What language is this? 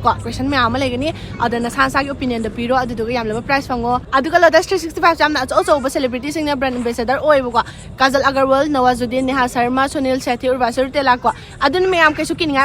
Manipuri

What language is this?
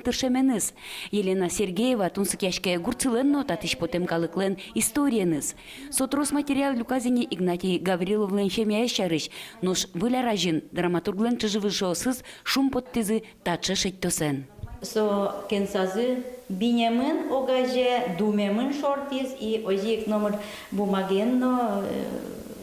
Udmurt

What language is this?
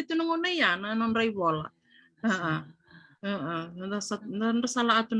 Fijian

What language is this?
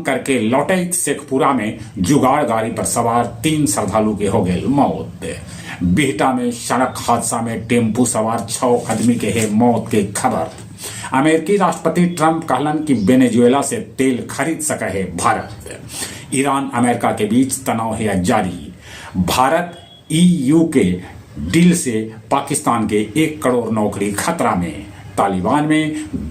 Magahi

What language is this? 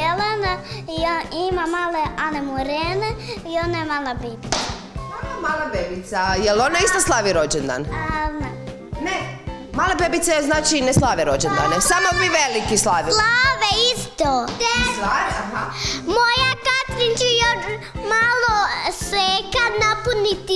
Croatian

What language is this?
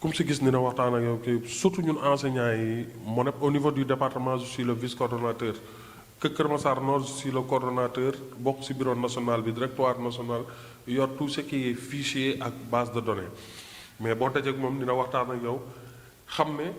Wolof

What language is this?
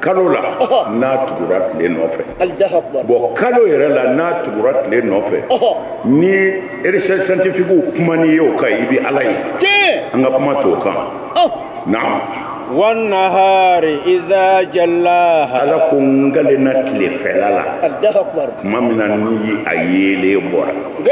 Bambara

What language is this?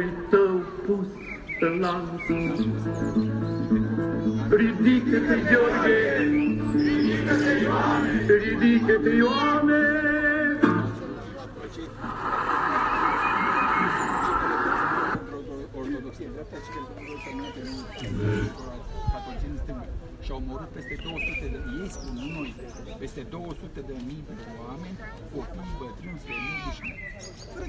Romanian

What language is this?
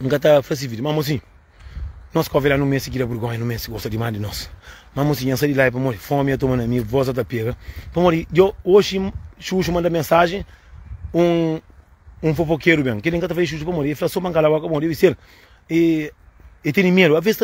Kabuverdianu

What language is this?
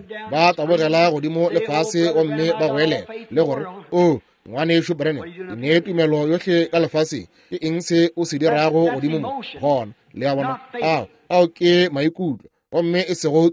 Northern Sotho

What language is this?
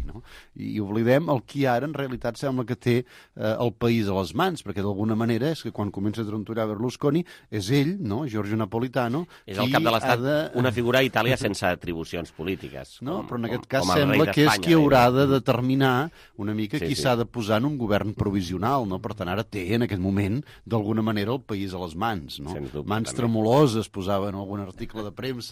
Catalan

